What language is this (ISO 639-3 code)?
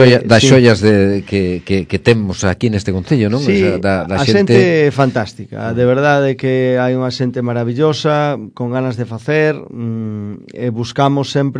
glg